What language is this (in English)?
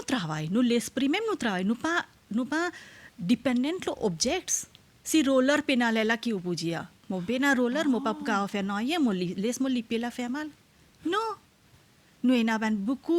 Morisyen